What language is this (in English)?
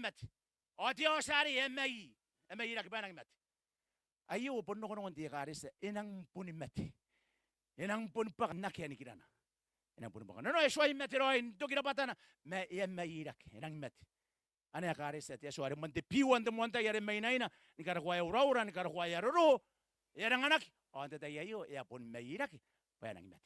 Gilbertese